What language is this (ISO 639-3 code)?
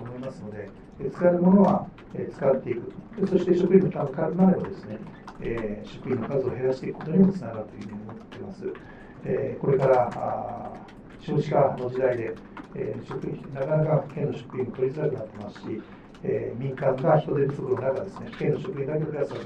jpn